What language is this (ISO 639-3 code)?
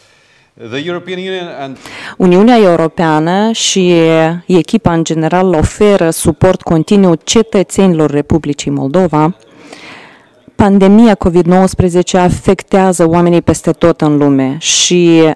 ron